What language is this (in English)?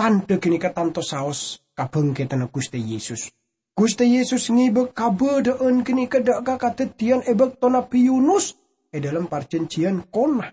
Madurese